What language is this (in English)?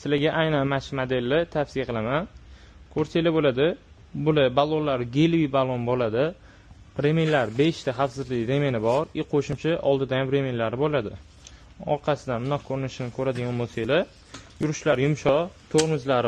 Uzbek